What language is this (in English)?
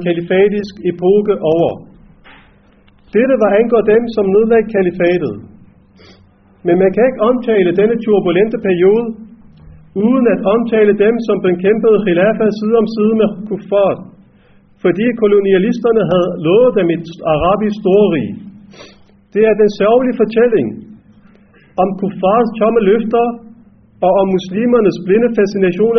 Danish